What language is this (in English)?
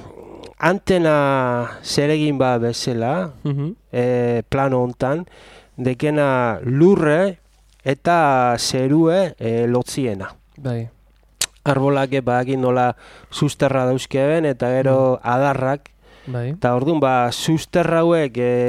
Basque